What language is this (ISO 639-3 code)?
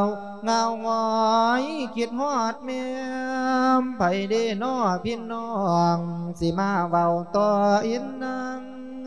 lao